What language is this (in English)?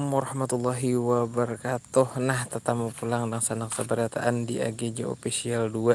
Banjar